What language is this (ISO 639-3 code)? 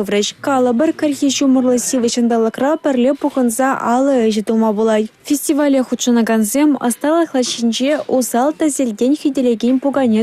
chv